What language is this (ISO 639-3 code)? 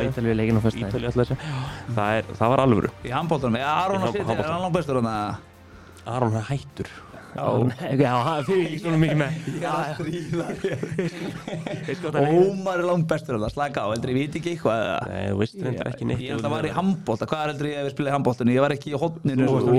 isl